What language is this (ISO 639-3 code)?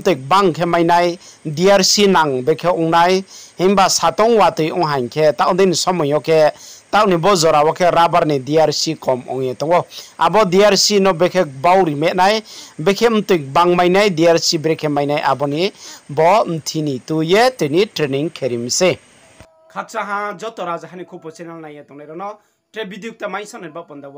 ria